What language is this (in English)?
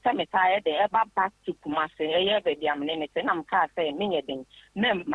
Akan